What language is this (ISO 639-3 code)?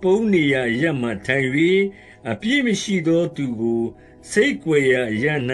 mya